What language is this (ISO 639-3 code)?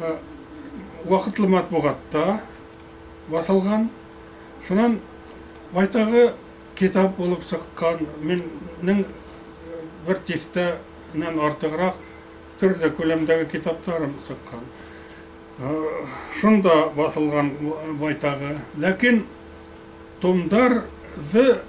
bak